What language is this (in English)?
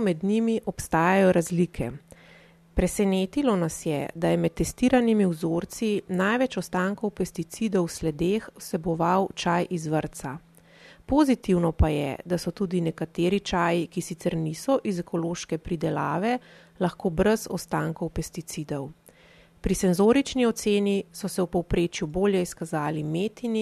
Slovenian